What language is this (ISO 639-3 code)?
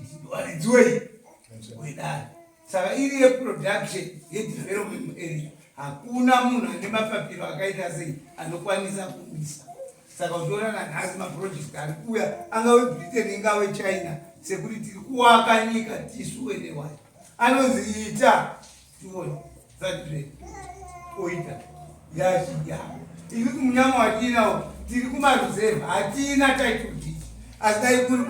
sna